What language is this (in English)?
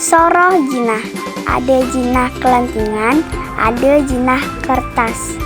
Balinese